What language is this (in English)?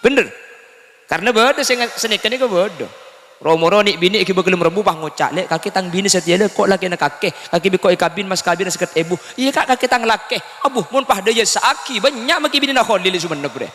Madurese